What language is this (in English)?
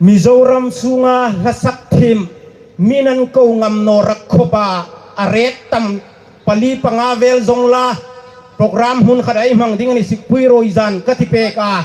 Hmar